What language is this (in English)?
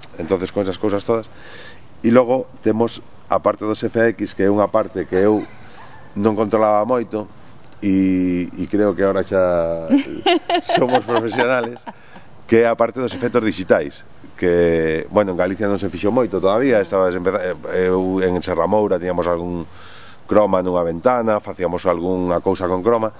Galician